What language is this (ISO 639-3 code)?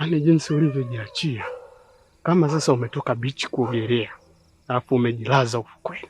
swa